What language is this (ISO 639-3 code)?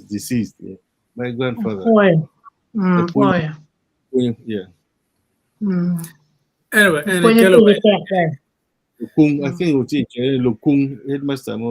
ach